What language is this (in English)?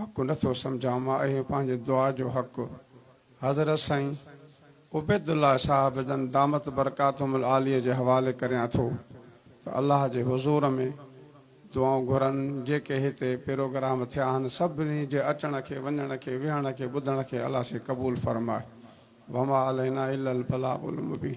Sindhi